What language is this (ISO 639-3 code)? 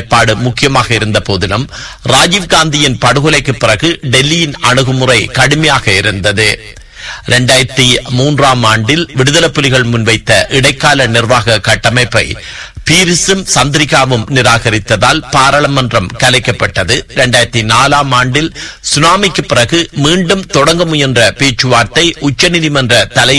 tam